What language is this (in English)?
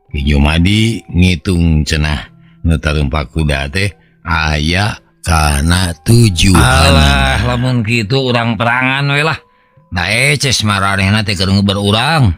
Sundanese